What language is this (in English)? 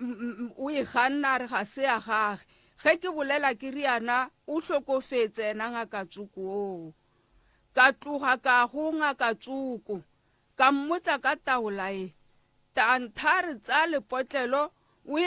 Northern Sotho